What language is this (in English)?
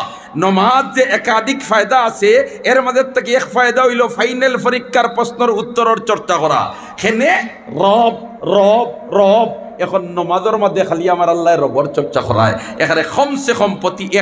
Sylheti